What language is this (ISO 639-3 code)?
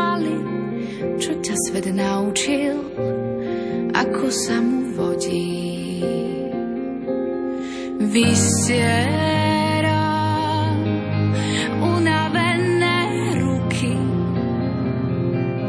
slk